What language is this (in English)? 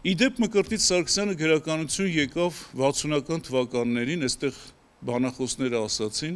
Armenian